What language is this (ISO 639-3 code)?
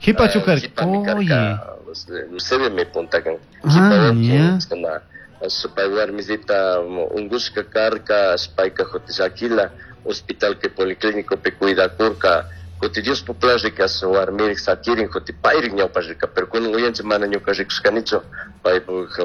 qug